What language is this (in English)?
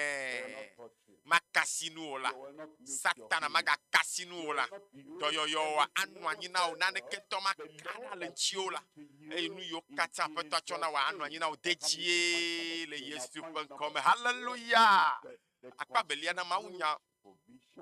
Ewe